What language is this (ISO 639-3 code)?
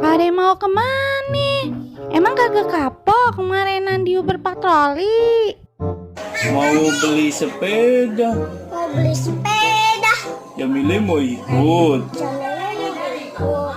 bew